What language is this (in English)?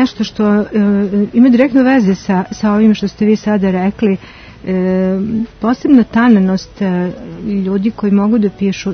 Serbian